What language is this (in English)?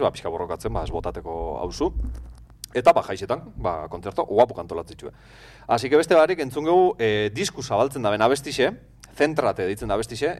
Basque